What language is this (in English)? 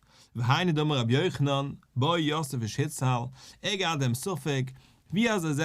Yiddish